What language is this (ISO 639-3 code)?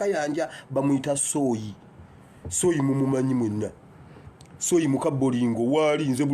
lug